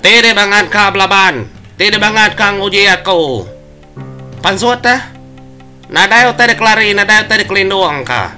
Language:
Iban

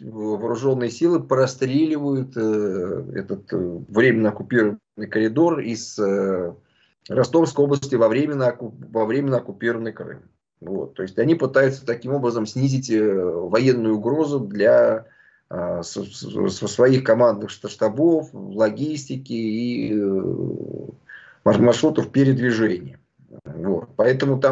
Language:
Russian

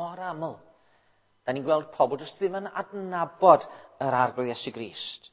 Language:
Welsh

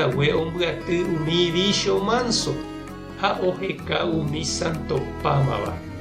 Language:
Guarani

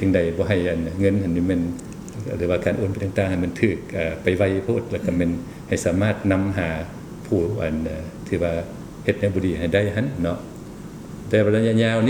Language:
Lao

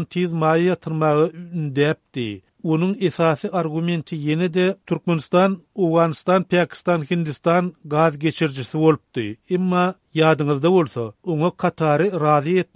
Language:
Turkmen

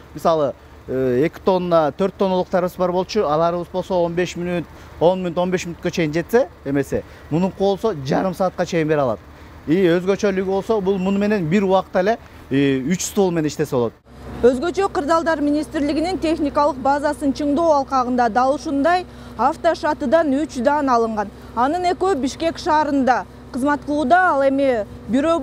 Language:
Kyrgyz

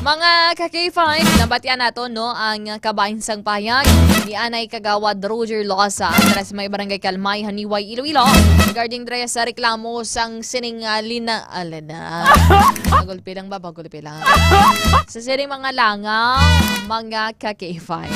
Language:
Hiligaynon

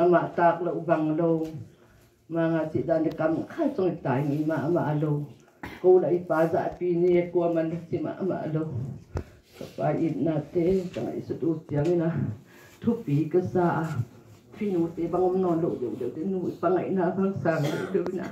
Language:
Tedim Chin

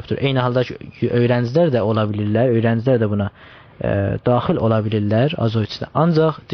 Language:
South Azerbaijani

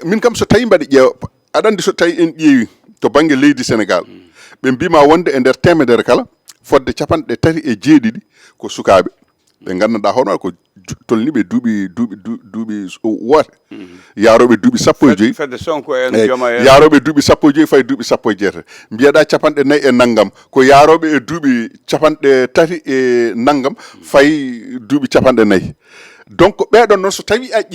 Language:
Fula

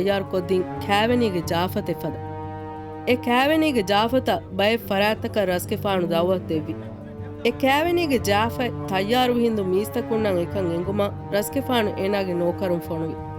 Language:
Divehi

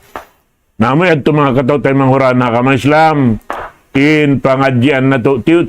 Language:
Tausug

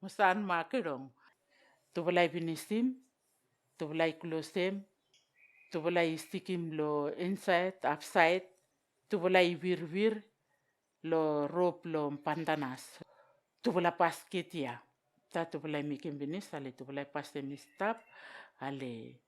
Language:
Vao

